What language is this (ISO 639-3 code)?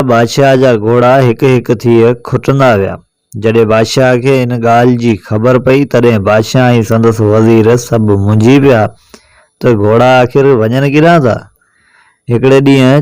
snd